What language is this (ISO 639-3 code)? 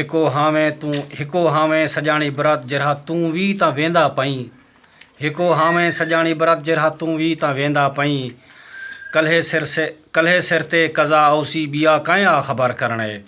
skr